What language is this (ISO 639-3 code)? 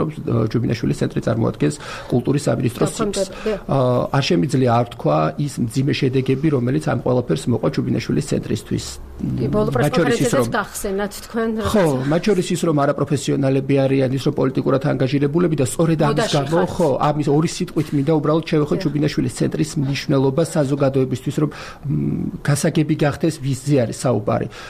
kat